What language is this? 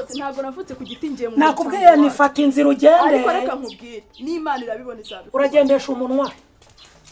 Kinyarwanda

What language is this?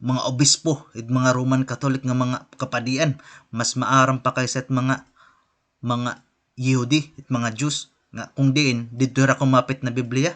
Waray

